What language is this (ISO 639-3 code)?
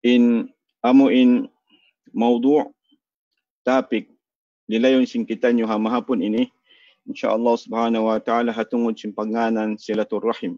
tsg